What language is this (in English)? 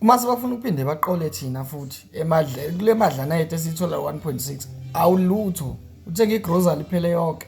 Zulu